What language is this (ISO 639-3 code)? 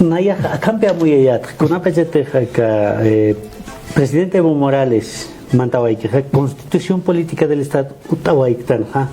aym